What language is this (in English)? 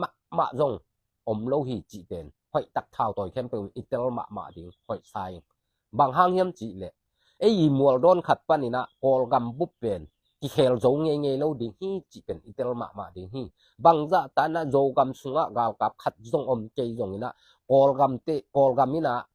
Tedim Chin